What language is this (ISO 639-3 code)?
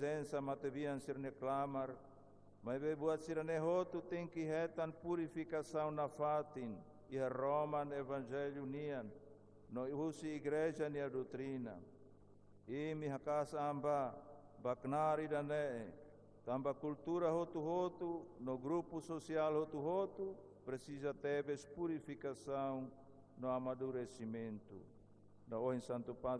tet